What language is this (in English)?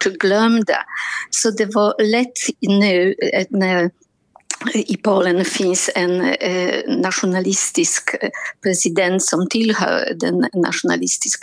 Swedish